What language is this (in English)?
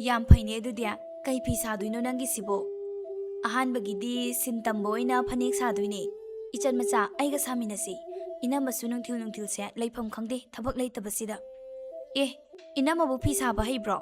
Manipuri